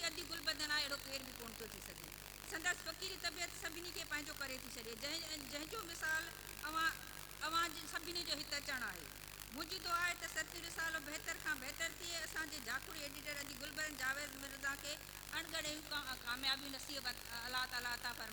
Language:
Sindhi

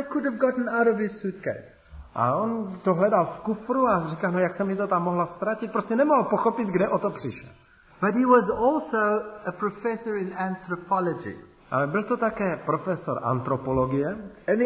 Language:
Czech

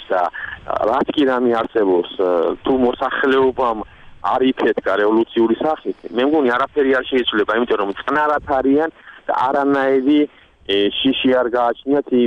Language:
Georgian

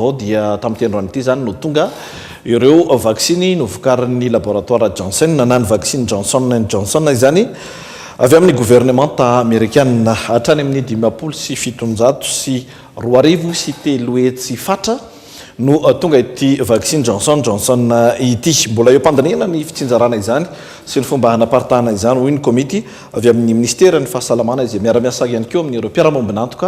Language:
Malagasy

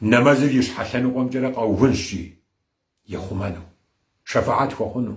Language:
Kabardian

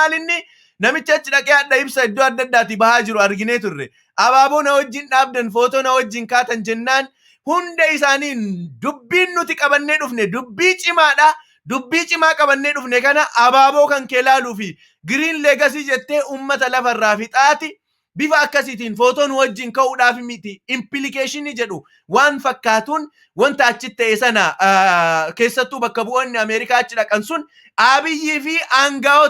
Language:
Oromo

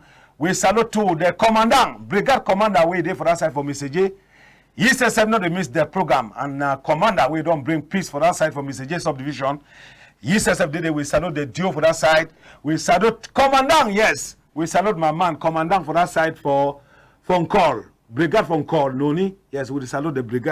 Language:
Cameroon Pidgin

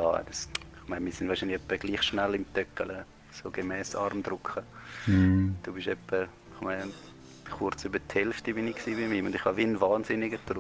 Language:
Swiss German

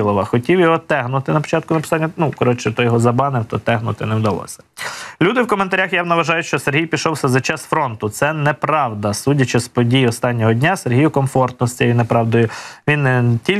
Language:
Ukrainian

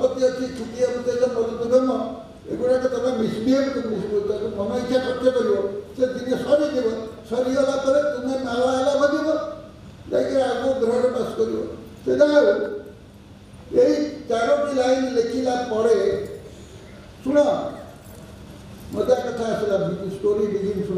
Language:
Odia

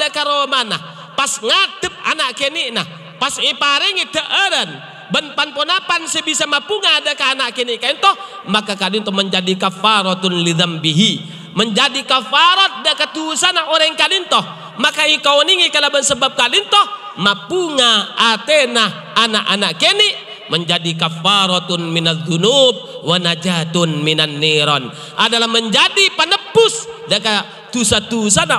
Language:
Madurese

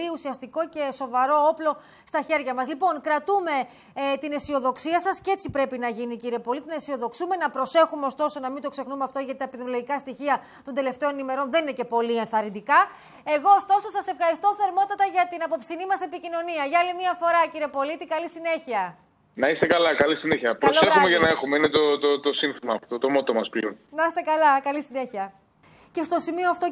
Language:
Greek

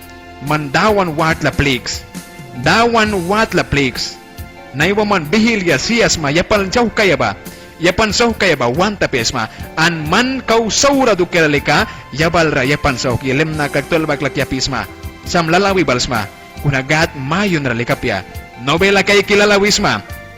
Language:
Mískito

